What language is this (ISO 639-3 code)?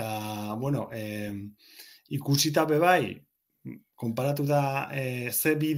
eus